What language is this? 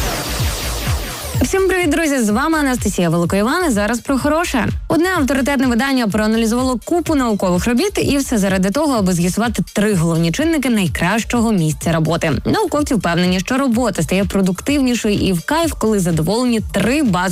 Ukrainian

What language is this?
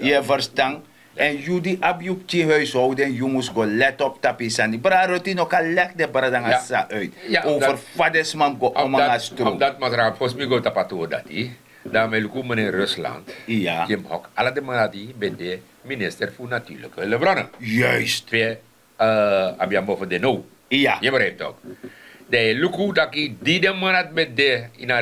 Sranan Tongo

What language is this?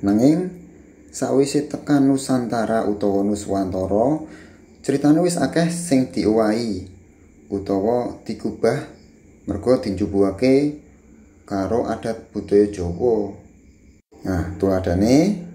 Javanese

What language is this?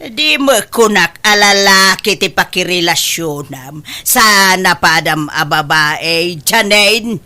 Iloko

